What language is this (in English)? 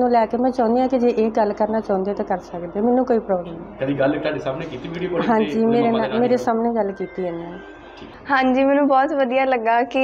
Punjabi